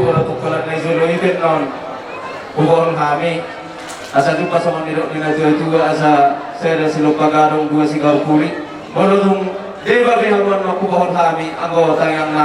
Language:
Batak Toba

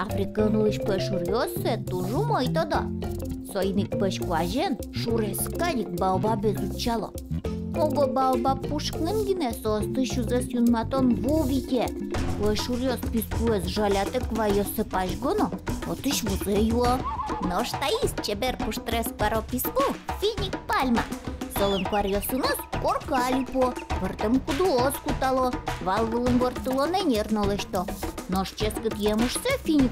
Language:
Udmurt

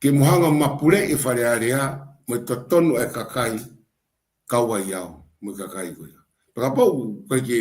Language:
Tongan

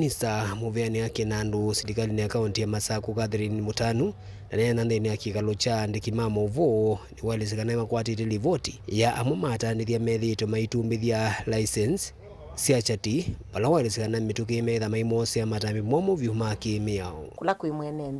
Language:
Kamba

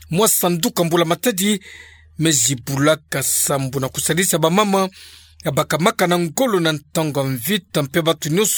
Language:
Kituba (Democratic Republic of Congo)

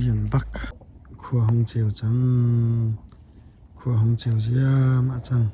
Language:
Hakha Chin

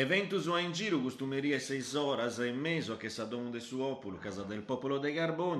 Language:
Sardinian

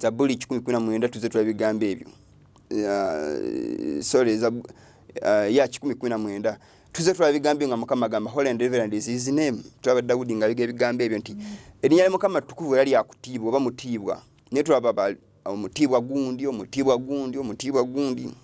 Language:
Ganda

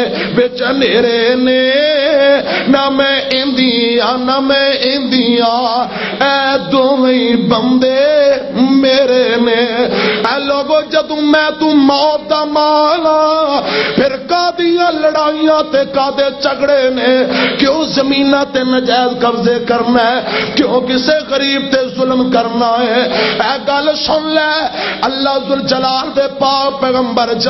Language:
Western Panjabi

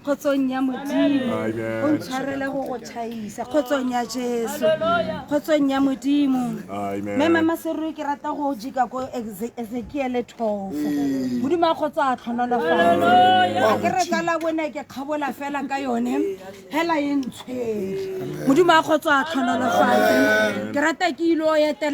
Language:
Tswana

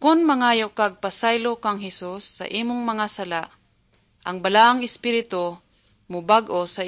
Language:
Cebuano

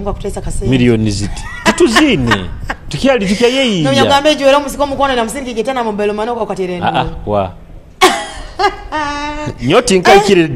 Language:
Nyoro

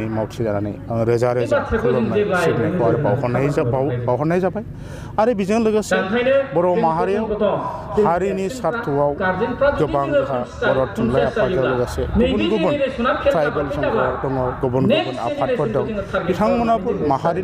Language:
Bodo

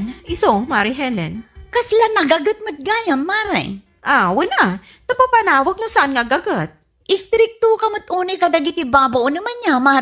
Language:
Iloko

